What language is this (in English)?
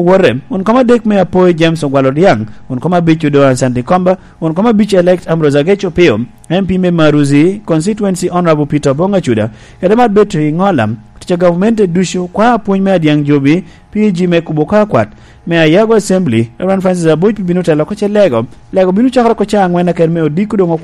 Lango (Uganda)